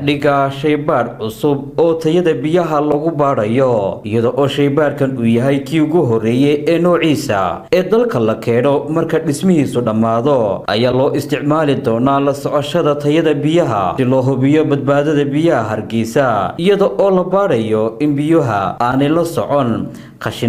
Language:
Somali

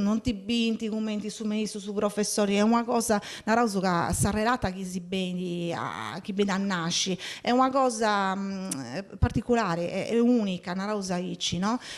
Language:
Sardinian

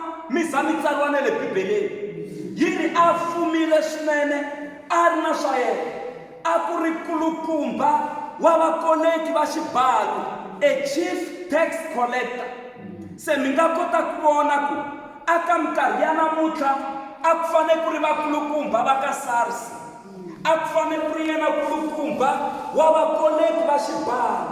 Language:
Tsonga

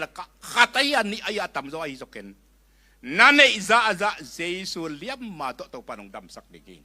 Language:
Tedim Chin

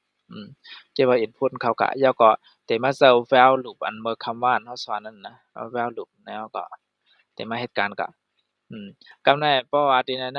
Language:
Shan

